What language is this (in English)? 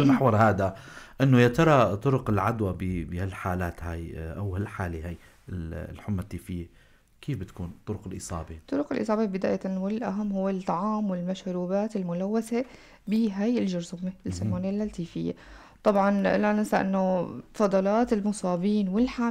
North Levantine Arabic